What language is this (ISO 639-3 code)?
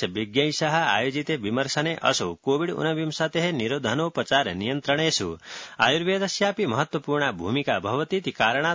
san